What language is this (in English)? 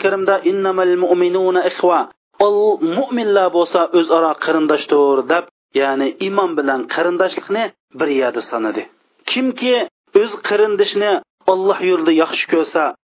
Uyghur